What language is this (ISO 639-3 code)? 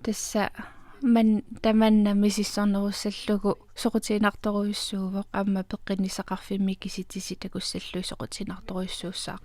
kal